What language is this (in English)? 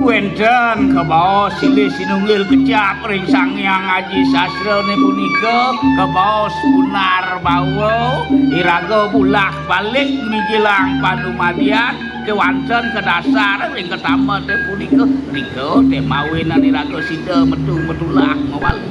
Balinese